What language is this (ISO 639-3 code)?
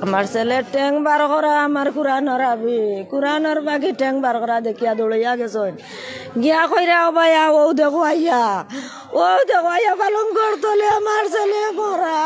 syl